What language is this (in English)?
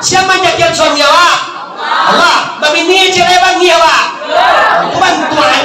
Minangkabau